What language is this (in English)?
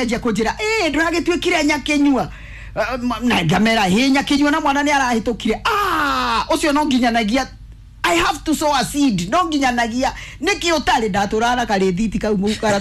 Kikuyu